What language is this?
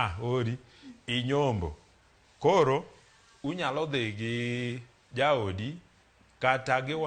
Luo (Kenya and Tanzania)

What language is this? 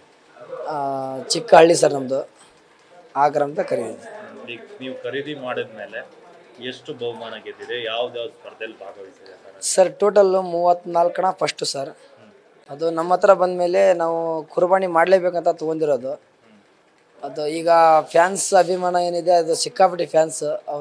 Kannada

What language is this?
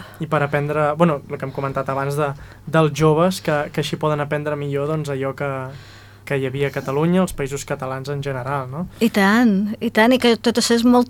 Catalan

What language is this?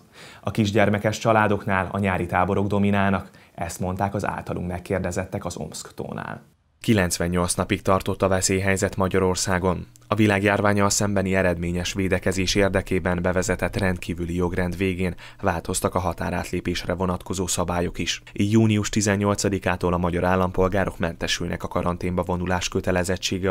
Hungarian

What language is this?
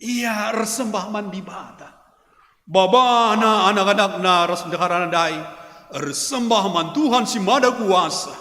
Batak Karo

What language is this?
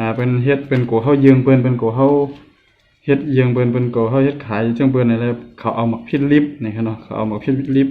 Shan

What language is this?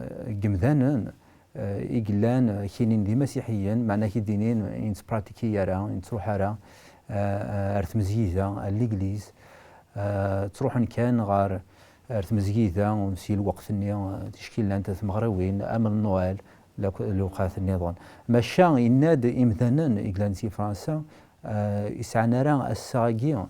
Kabyle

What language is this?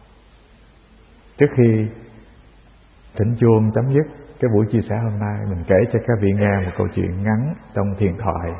Vietnamese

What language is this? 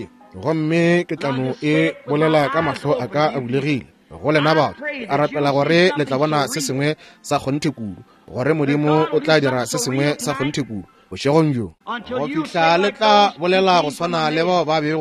Northern Sotho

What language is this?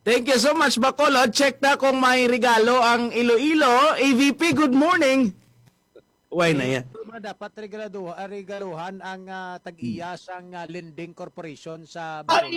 Hiligaynon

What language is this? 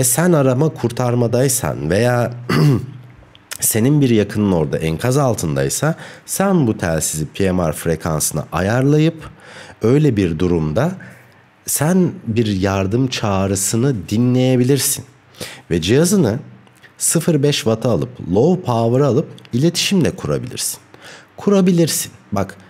Turkish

